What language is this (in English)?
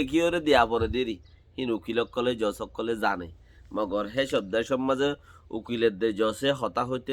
Rohingya